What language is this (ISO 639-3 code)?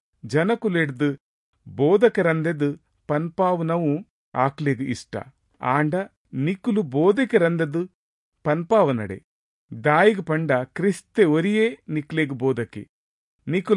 tcy